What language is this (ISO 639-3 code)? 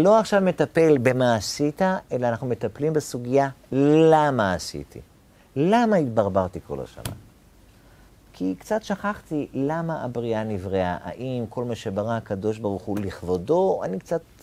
heb